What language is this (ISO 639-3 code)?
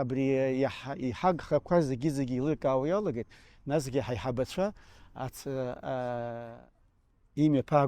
abk